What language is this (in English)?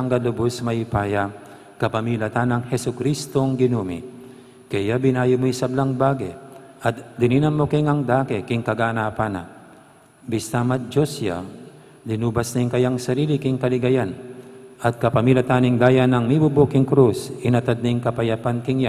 Pampanga